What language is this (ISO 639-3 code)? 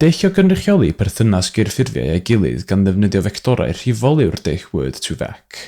cym